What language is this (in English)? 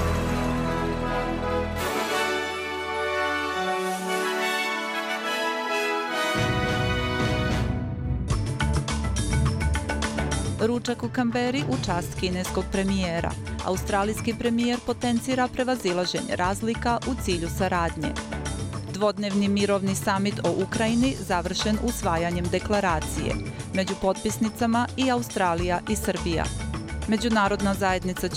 Bosnian